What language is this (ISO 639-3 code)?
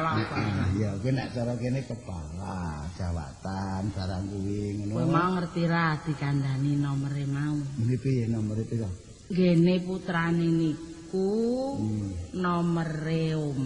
jav